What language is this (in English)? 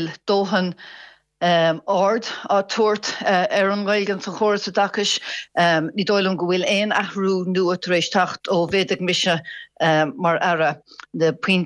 Irish